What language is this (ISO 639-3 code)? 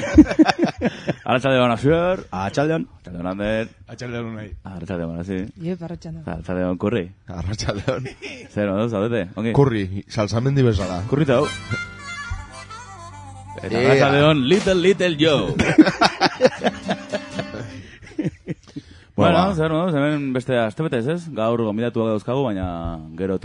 eus